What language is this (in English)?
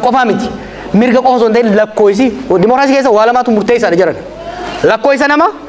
Oromo